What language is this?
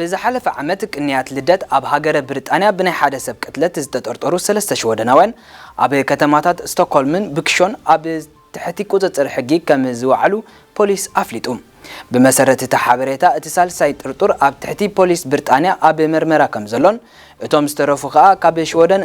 Tigrinya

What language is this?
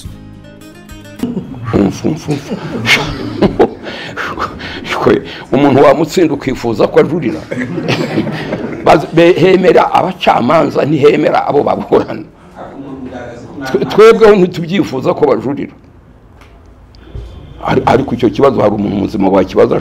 Kinyarwanda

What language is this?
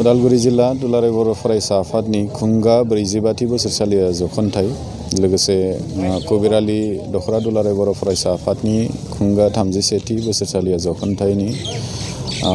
Bodo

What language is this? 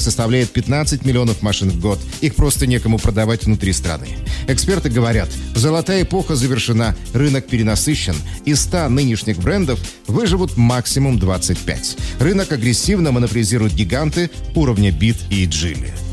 Russian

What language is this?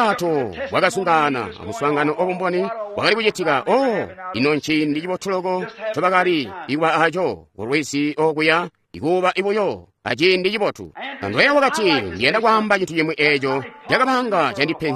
Tonga (Zambia)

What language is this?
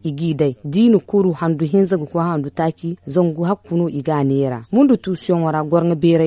Zarma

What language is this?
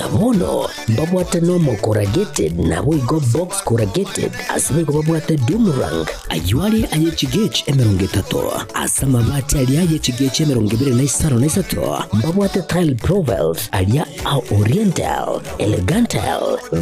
Gusii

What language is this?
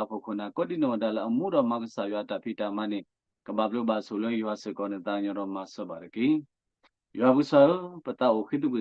S'gaw Karen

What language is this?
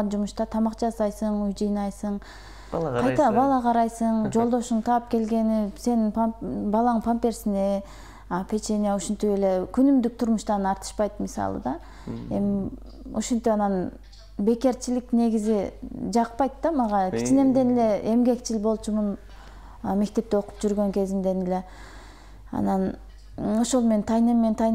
Kyrgyz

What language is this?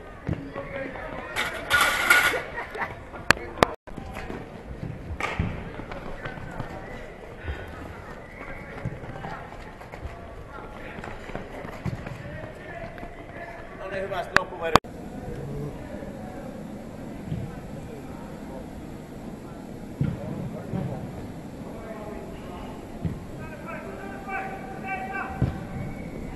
Finnish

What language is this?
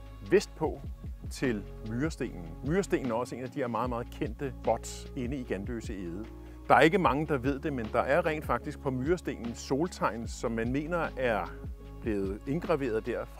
Danish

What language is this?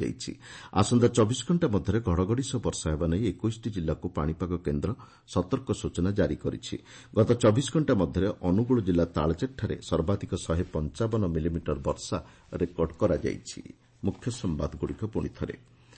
Odia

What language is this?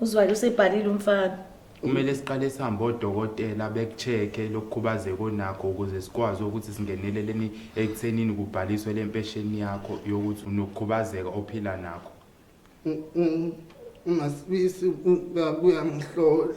Zulu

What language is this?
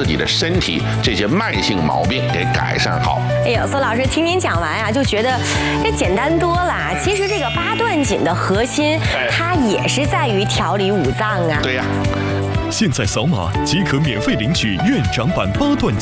Chinese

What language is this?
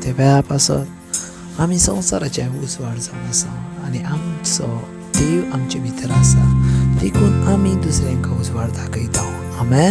Konkani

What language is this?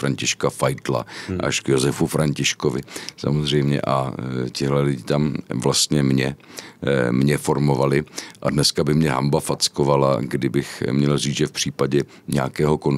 Czech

